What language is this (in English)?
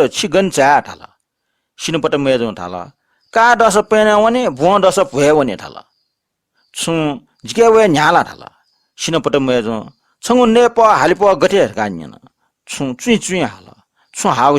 Newari